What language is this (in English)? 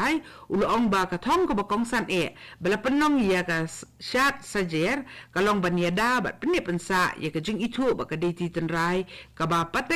Khasi